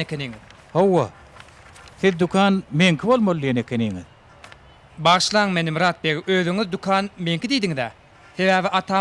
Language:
Turkmen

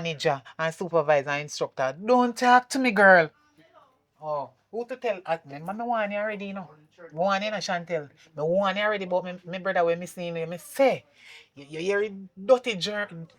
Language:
Jamaican Creole English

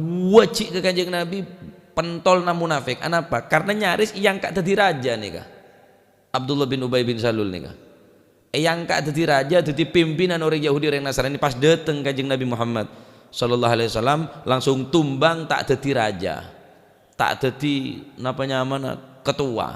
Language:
Madurese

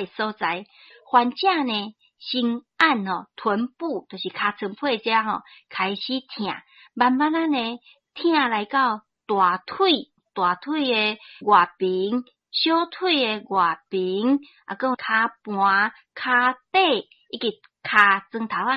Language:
Min Nan Chinese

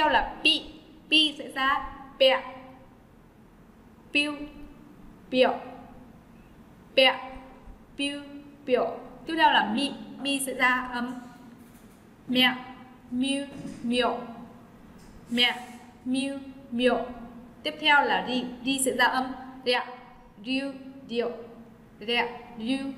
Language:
Vietnamese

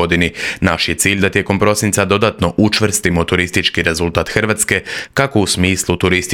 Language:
Croatian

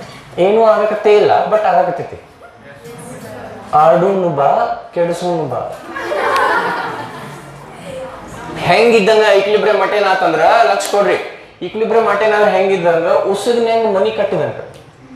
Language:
Kannada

